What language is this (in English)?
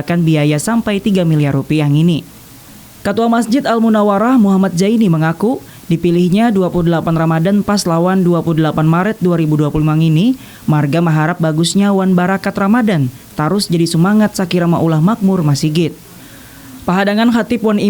Banjar